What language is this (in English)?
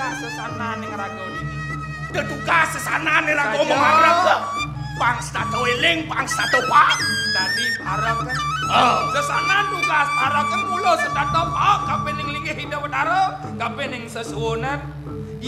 Balinese